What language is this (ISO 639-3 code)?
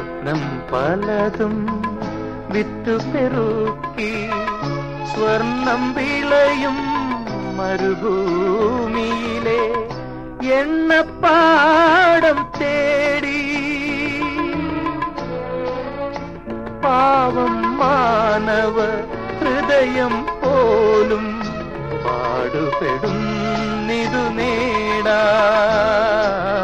mal